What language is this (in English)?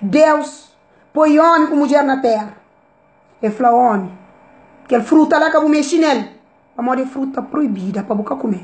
Kabuverdianu